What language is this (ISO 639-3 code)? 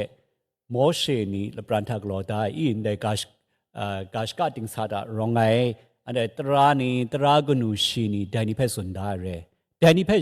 kac